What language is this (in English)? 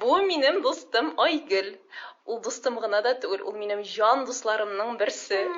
Tatar